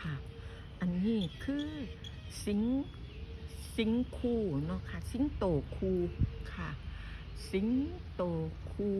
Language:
Northeastern Thai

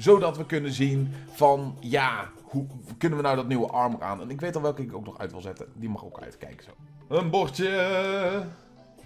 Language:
Dutch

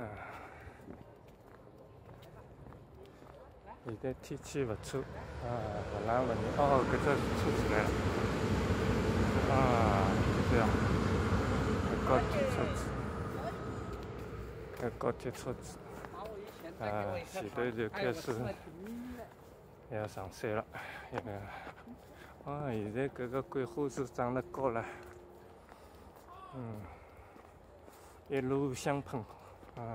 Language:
Chinese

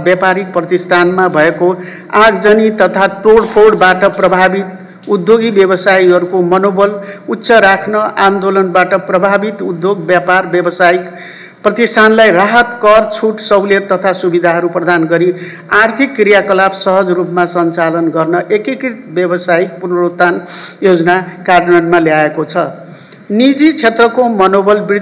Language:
Nepali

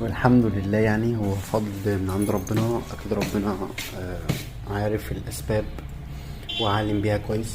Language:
Egyptian Arabic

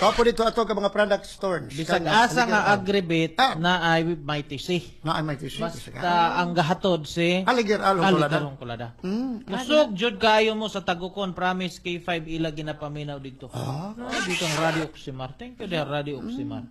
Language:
Cebuano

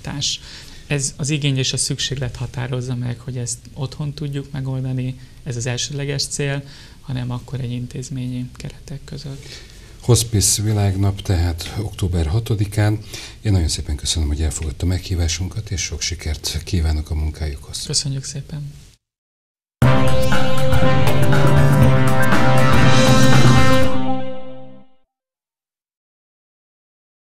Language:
Hungarian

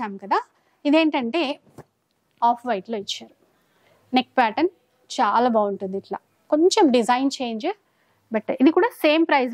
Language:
Telugu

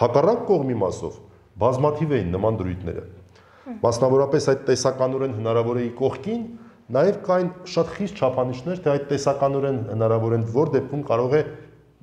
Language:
Armenian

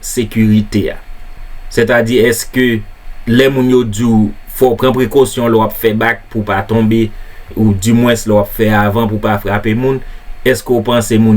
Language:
Haitian Creole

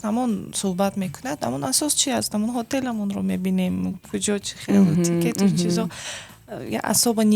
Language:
Tajik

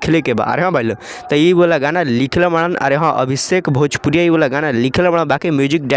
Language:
Bhojpuri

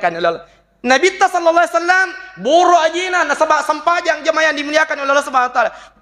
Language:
Buginese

